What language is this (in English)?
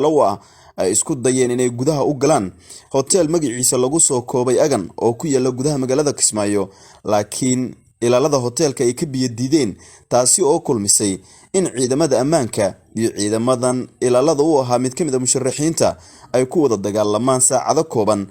Somali